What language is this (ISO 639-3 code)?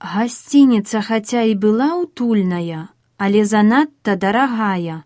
bel